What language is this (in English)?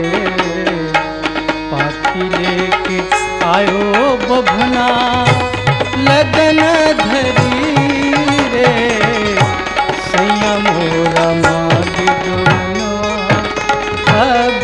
Bhojpuri